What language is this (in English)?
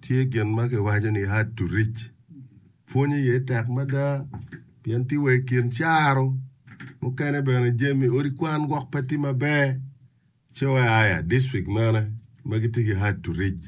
Acoli